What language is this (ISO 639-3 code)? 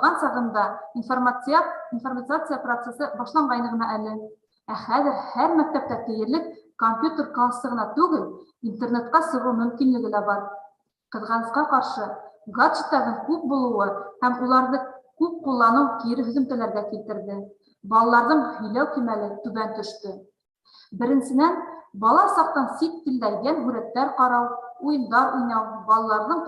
bak